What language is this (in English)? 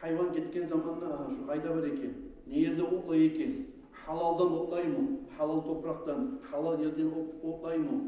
Kumyk